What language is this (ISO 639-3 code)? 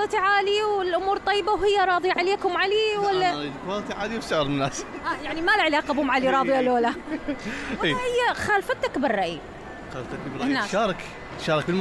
acm